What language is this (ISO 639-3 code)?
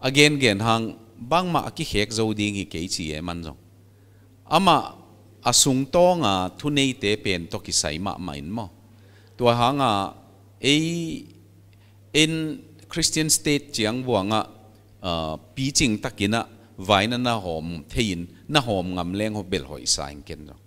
pck